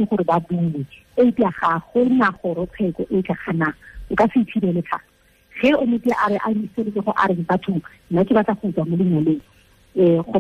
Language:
Tswana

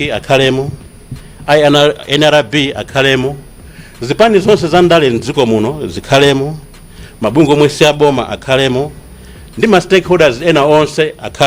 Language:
Nyanja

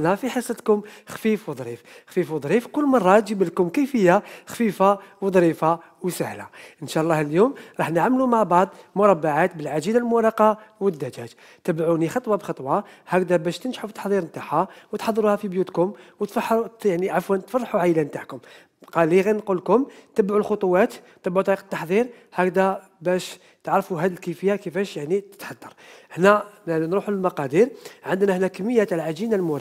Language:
Algerian Arabic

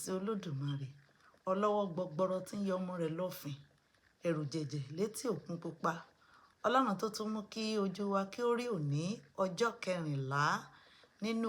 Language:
Yoruba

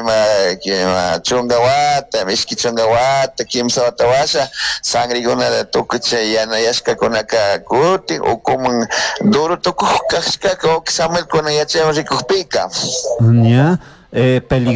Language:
Chimborazo Highland Quichua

